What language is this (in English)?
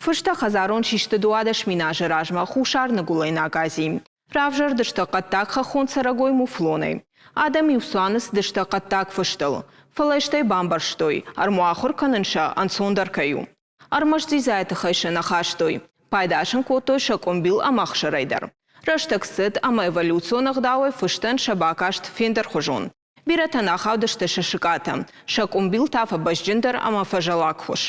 Ossetic